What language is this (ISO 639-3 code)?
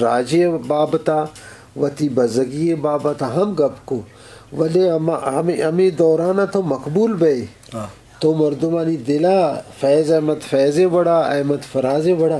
bgp